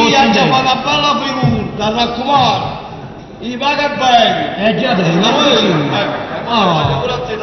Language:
Neapolitan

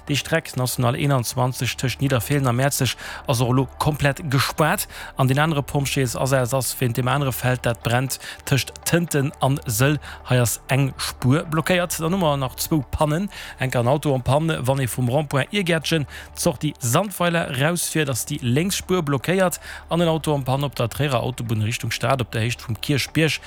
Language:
Luxembourgish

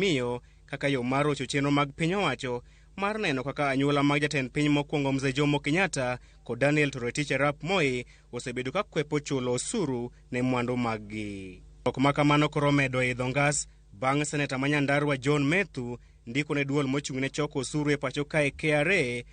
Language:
Luo (Kenya and Tanzania)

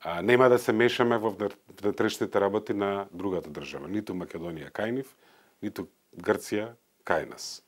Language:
Macedonian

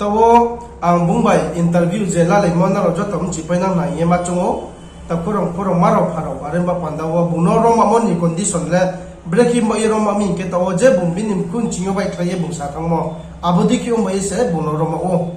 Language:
Riang (India)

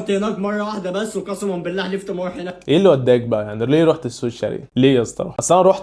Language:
Egyptian Arabic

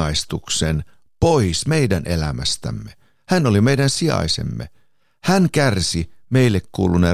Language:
Finnish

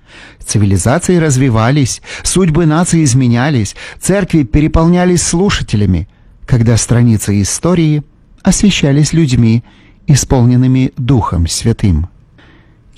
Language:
Russian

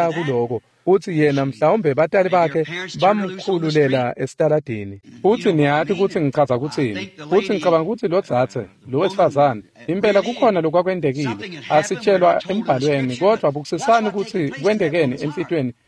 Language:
Swati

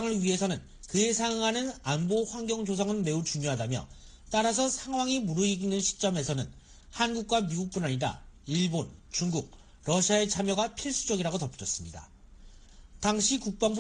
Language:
Korean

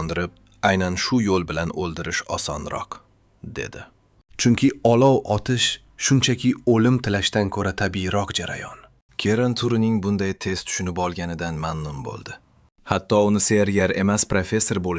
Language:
Uzbek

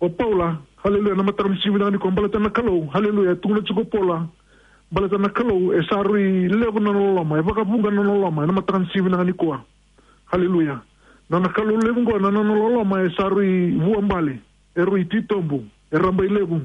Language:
Fijian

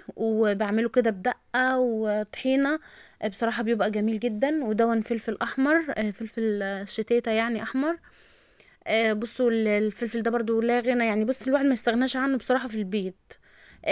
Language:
Egyptian Arabic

